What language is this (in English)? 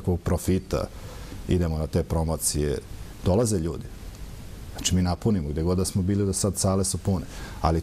Serbian